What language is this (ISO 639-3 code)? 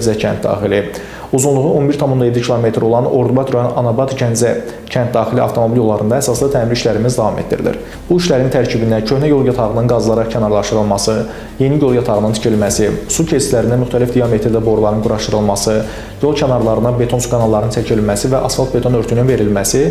aze